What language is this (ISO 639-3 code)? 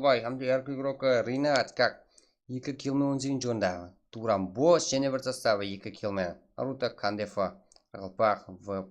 kaa